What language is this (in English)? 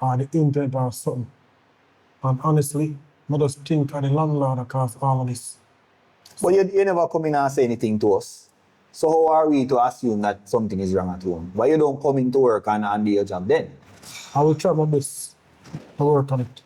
Jamaican Creole English